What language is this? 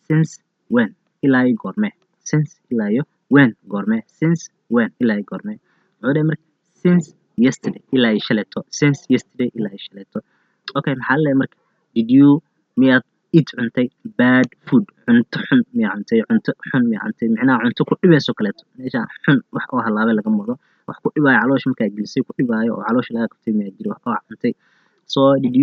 Somali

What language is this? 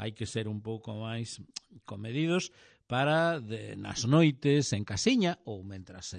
Galician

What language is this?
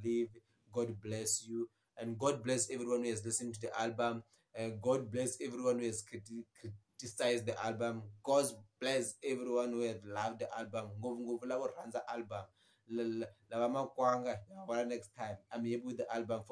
Tsonga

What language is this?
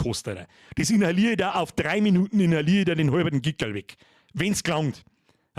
Bavarian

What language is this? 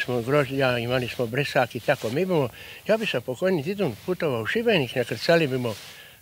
Croatian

